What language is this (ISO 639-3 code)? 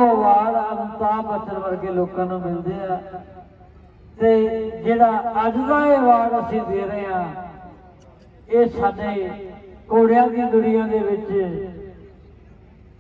pan